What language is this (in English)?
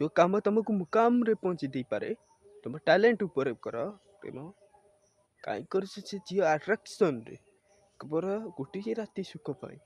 Odia